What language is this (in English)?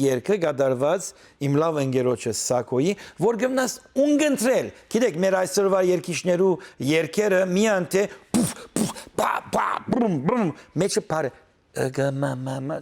Western Armenian